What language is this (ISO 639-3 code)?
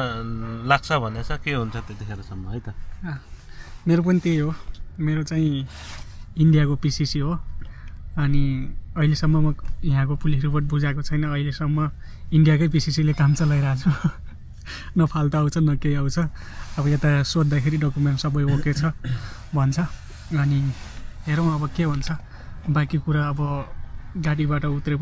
nep